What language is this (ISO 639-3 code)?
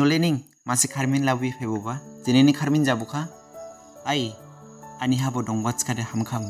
dis